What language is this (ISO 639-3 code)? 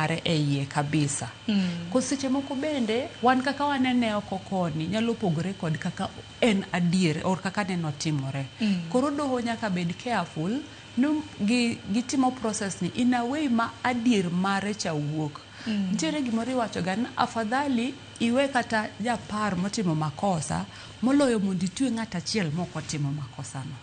luo